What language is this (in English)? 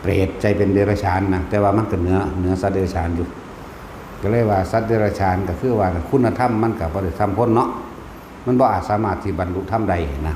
Northeastern Thai